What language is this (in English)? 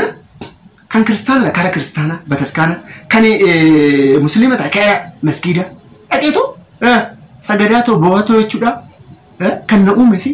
Oromo